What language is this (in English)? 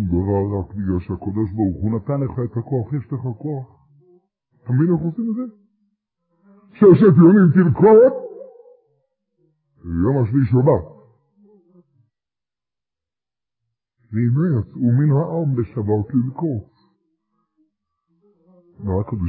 Hebrew